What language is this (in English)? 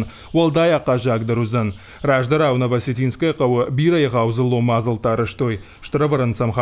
Ossetic